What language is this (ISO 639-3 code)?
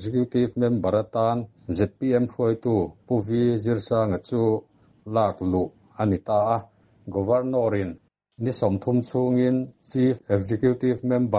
lus